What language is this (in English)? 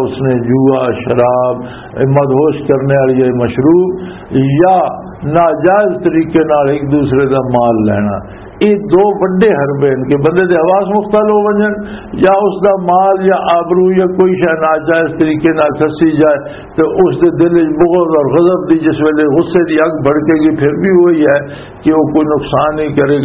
Western Panjabi